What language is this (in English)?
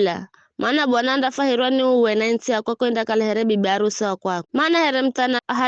Giryama